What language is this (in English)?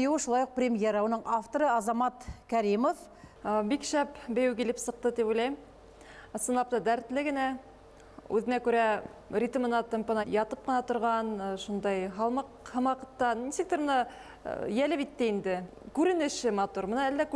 Bashkir